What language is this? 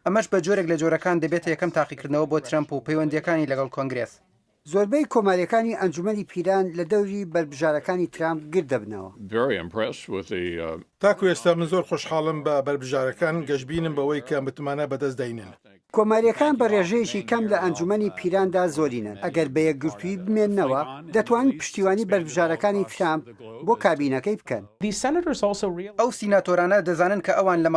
Central Kurdish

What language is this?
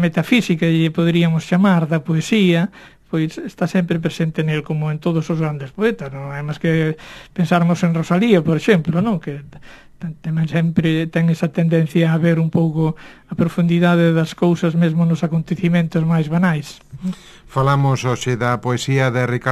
Galician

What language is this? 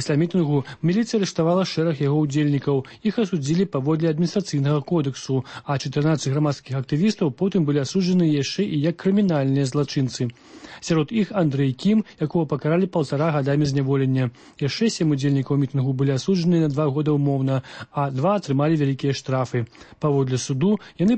Belarusian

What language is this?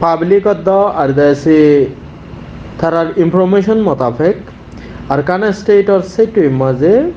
Rohingya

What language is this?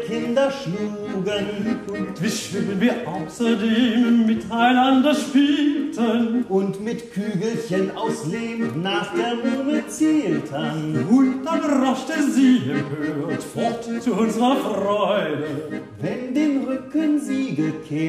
German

